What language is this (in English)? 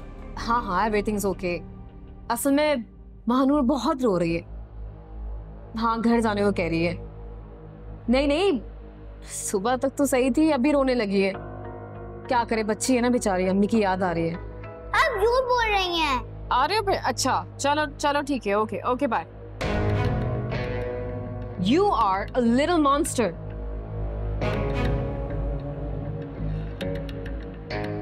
Hindi